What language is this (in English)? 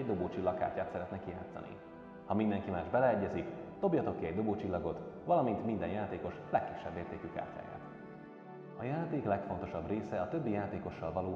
Hungarian